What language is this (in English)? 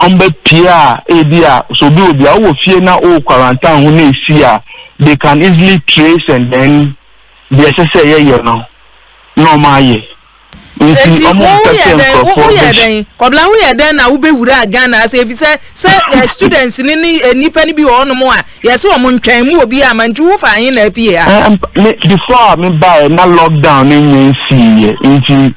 Akan